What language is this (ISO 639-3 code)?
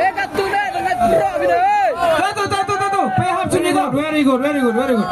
kha